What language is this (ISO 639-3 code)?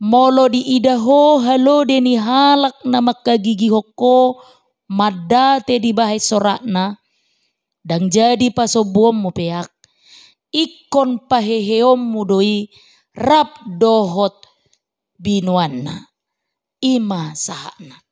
bbc